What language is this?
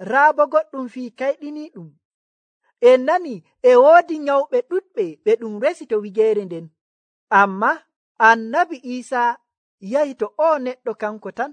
Nigerian Fulfulde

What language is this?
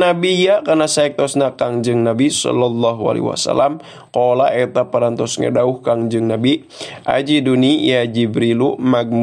Sundanese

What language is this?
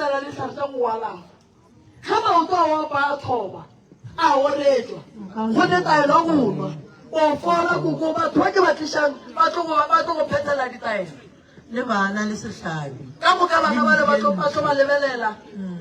Northern Sotho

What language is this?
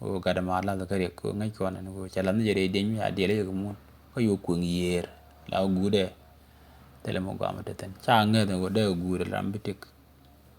Nuer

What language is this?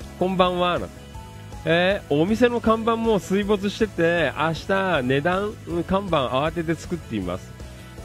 Japanese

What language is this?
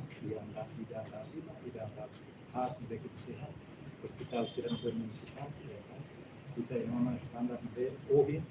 Tetum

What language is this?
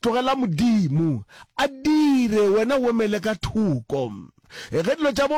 Northern Sotho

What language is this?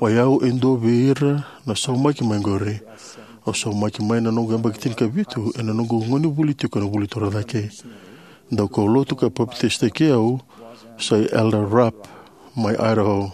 Fijian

